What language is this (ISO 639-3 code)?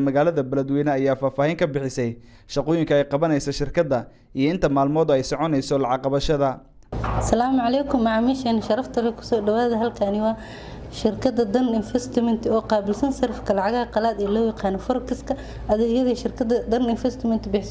som